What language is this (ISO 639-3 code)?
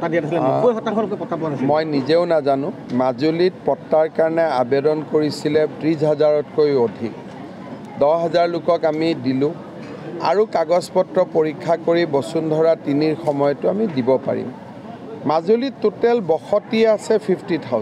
asm